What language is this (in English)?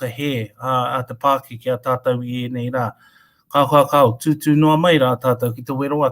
Māori